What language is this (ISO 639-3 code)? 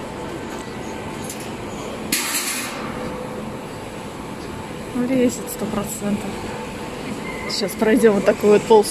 rus